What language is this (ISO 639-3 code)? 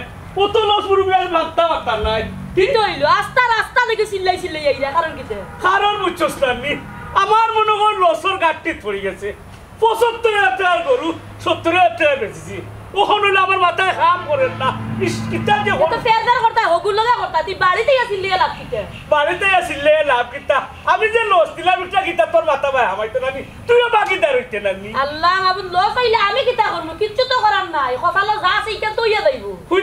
syl